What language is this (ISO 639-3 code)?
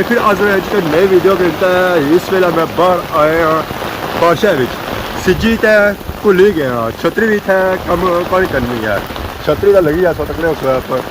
phr